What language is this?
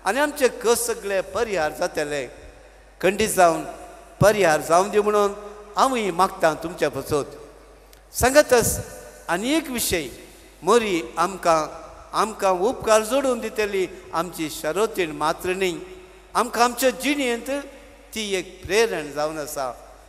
Konkani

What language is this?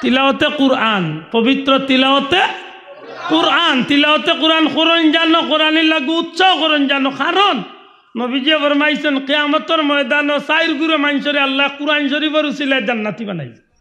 Sylheti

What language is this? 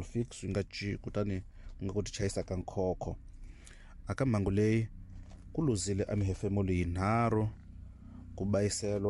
Tsonga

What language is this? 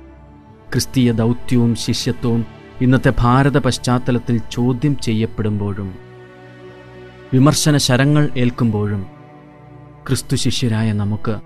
Malayalam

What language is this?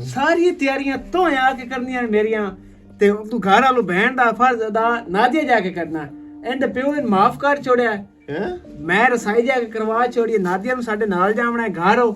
Western Panjabi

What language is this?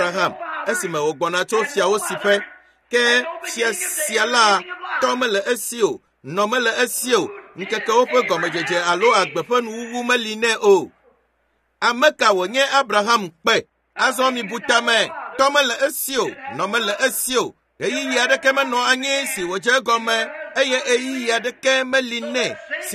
Ewe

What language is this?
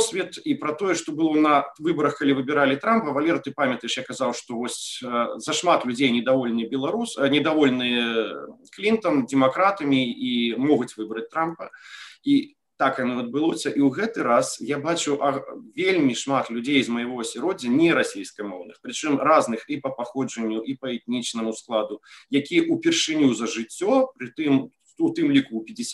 Belarusian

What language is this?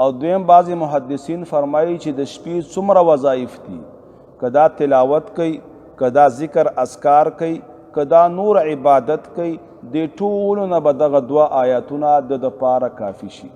Pashto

